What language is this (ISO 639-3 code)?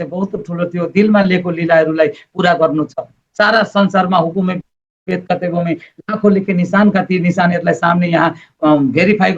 nep